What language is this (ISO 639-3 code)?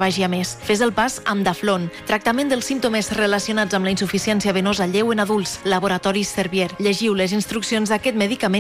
cat